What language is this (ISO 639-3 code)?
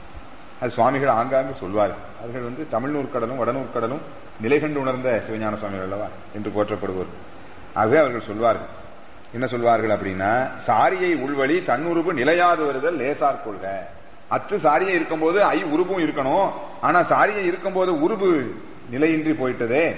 tam